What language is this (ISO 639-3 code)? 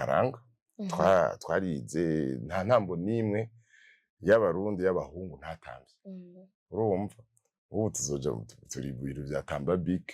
run